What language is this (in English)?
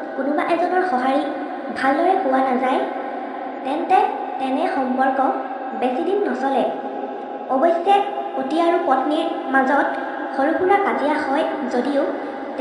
Assamese